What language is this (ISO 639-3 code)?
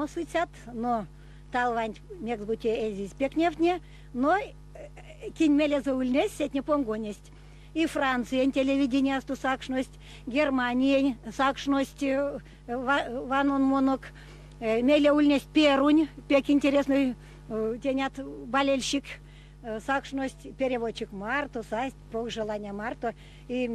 myv